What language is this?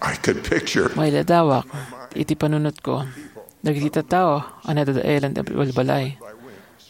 Iloko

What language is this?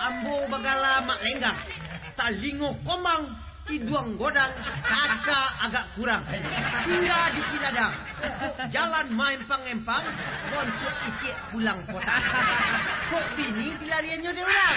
Minangkabau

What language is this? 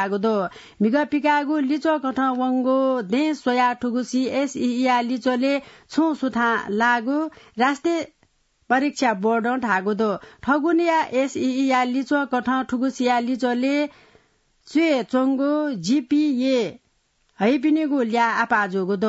Newari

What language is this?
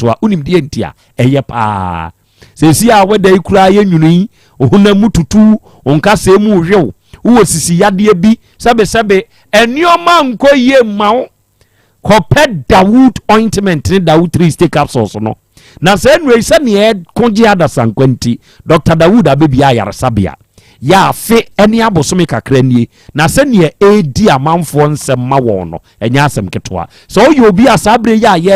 Akan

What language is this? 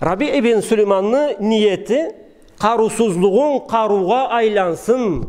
Karachay-Balkar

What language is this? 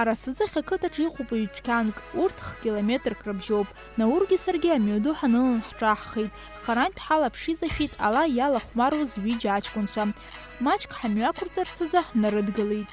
Abkhazian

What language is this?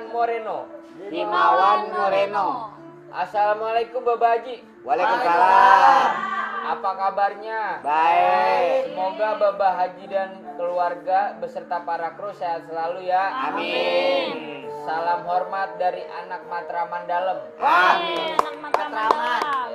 Betawi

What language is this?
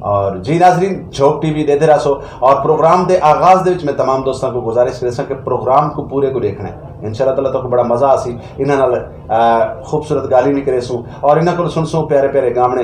Saraiki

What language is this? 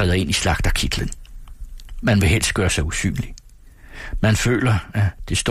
Danish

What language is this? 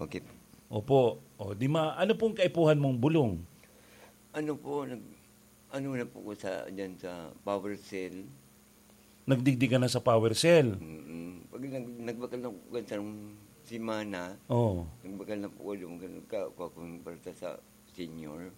Bikol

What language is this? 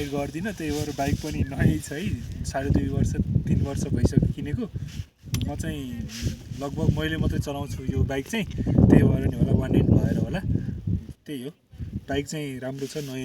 Nepali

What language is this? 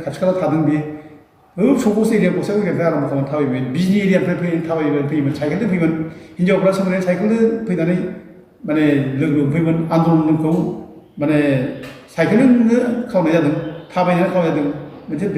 Bodo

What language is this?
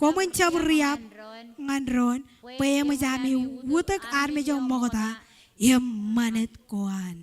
Marshallese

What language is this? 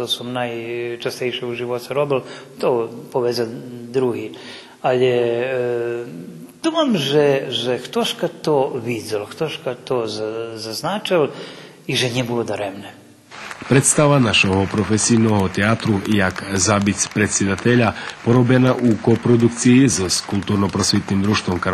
Rusyn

